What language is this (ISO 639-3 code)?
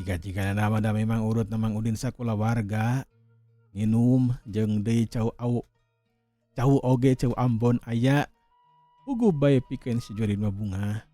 sun